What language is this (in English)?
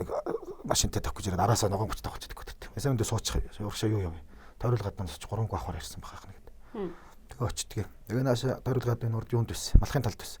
Mongolian